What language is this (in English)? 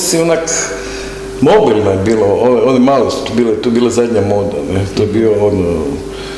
Croatian